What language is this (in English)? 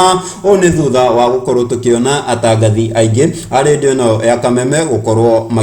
Kikuyu